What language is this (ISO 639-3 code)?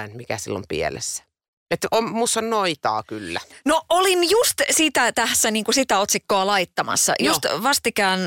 fin